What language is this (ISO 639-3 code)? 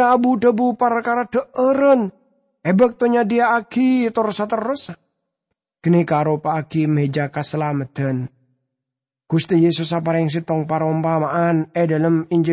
mad